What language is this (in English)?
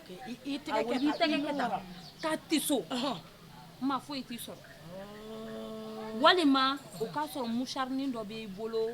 Bambara